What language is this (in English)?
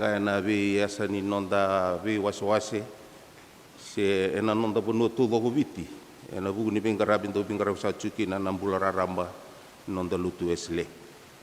Fijian